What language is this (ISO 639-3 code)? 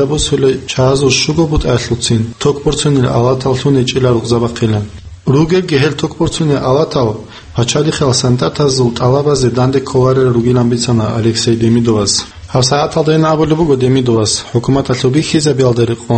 ava